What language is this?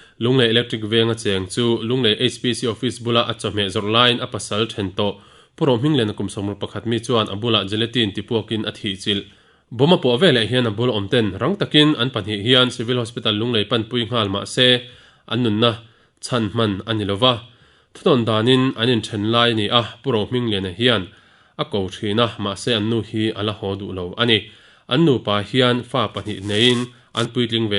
Mizo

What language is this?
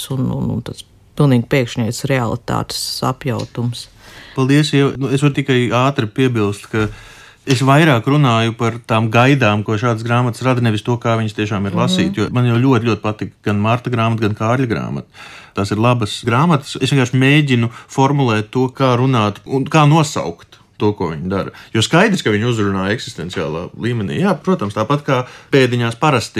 Latvian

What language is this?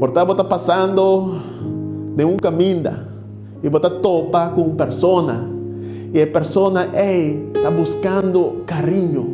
Papiamento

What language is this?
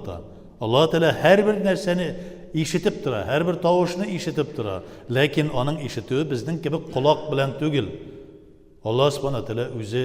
Tatar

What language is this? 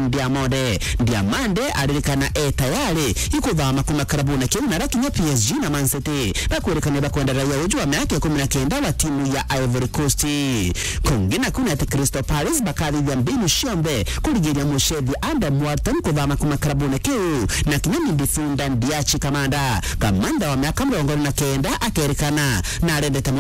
Meru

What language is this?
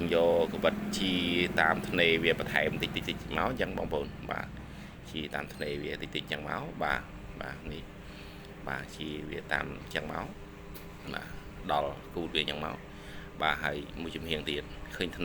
Khmer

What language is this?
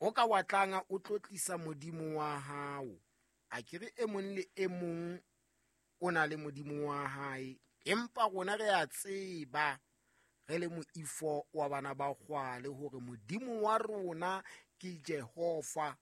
Southern Sotho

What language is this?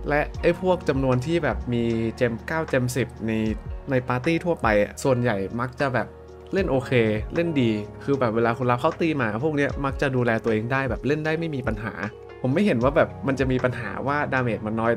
Thai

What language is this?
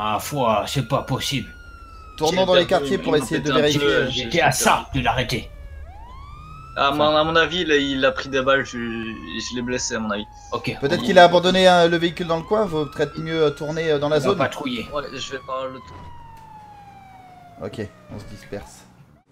French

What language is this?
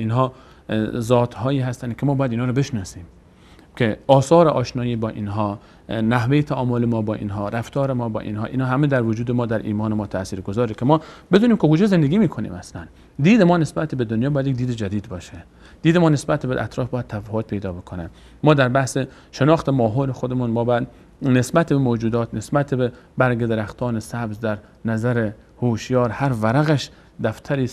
Persian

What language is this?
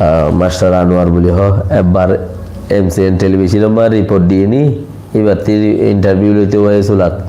Rohingya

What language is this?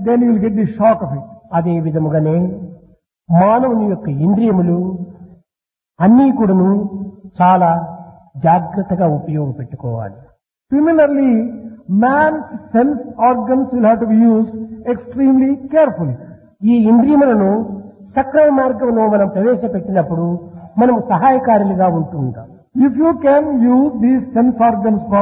Telugu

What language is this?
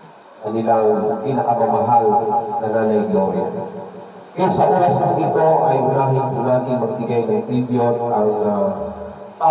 Filipino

